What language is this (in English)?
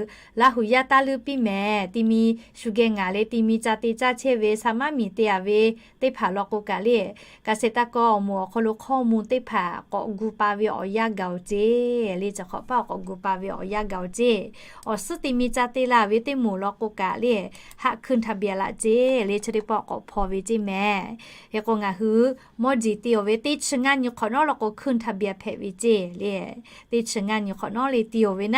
Lahu